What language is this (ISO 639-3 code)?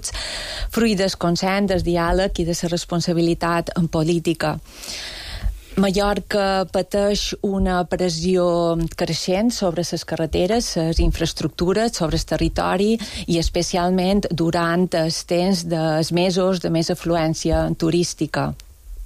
cat